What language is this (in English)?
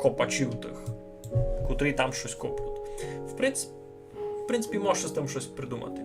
Rusyn